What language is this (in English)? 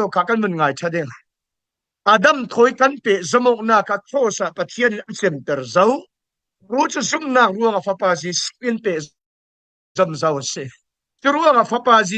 Falam Chin